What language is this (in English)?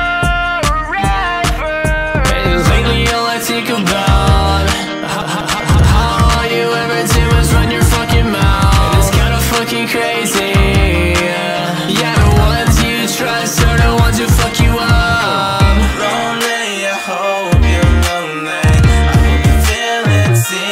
English